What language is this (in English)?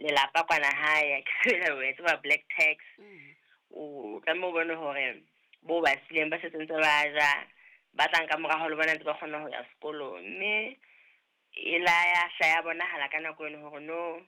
Southern Sotho